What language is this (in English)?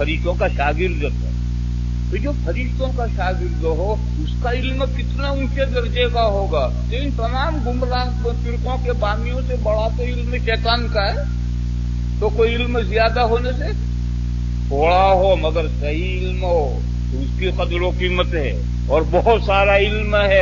Urdu